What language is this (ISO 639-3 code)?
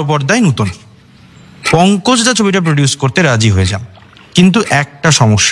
ben